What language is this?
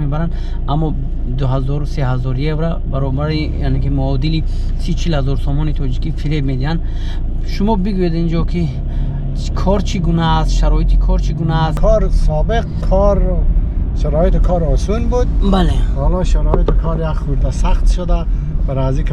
Persian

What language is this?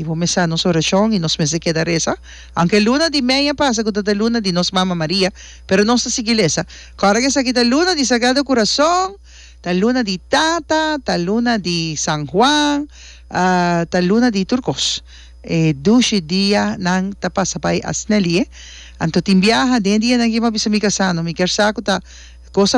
Papiamento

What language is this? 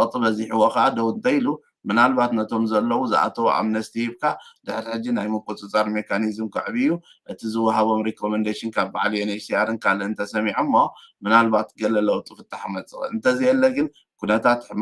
Tigrinya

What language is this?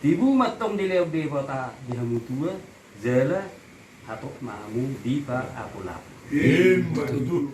Batak Toba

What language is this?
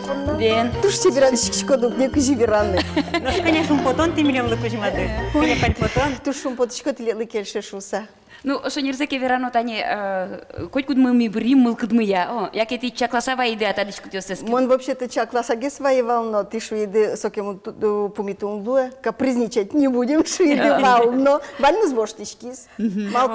Udmurt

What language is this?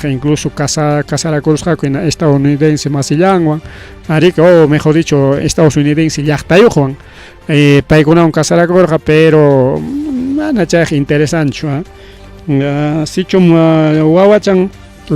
Ayacucho Quechua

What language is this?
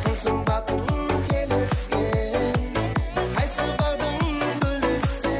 Kara-Kalpak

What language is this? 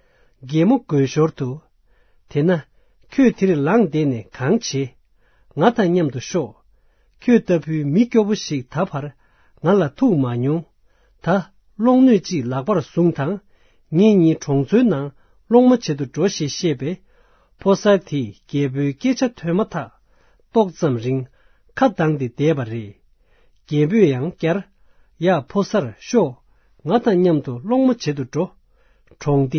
Tibetan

